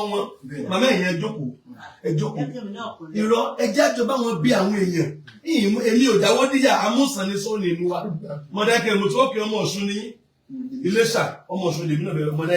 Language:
Yoruba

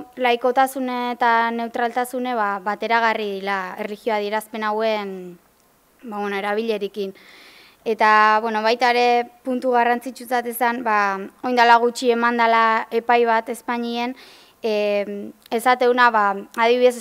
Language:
Basque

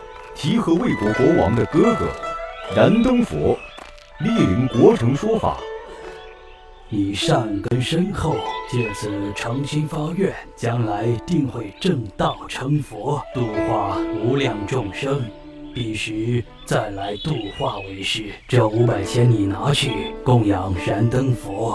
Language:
Chinese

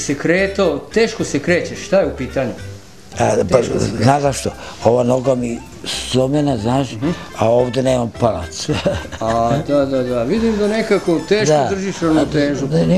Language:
Serbian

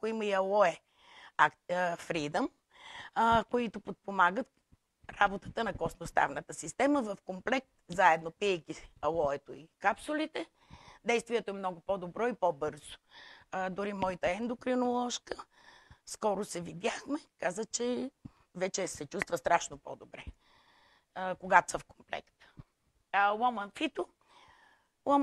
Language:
Bulgarian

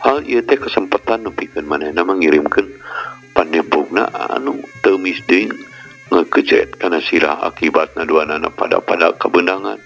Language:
Sundanese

